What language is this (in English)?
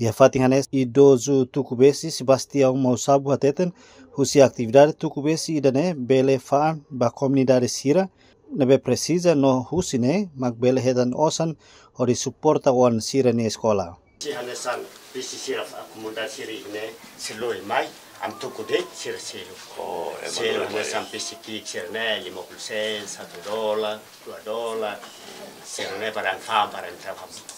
Tetum